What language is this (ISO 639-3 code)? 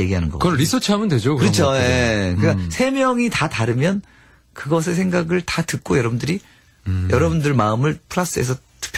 kor